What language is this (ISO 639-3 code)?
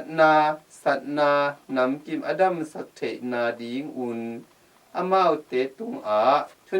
ctd